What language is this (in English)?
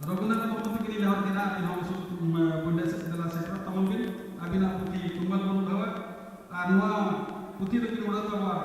Santali